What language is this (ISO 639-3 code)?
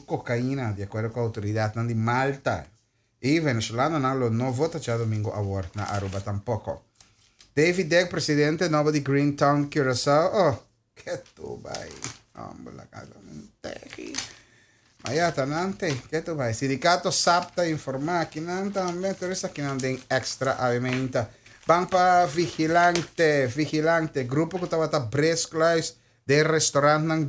pap